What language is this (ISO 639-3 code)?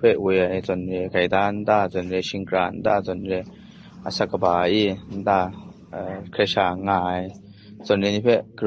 kac